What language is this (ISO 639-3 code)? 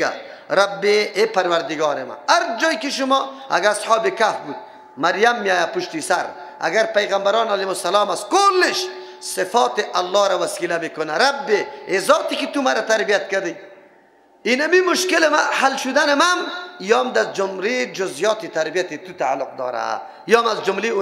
fas